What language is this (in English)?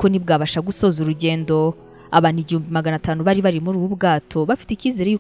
Kinyarwanda